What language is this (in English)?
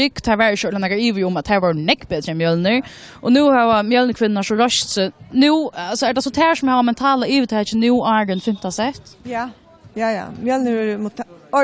Faroese